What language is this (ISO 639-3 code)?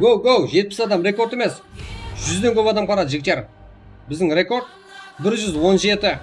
kaa